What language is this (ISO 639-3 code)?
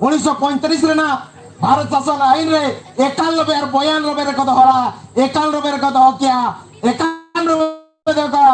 sat